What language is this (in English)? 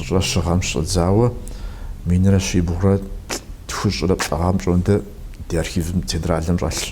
Kabardian